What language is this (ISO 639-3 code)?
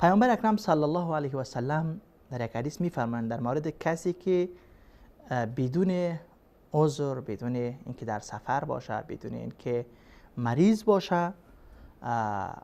fas